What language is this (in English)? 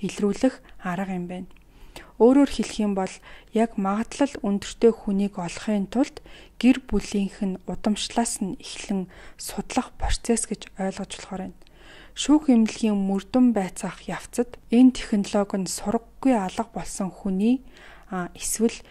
Mongolian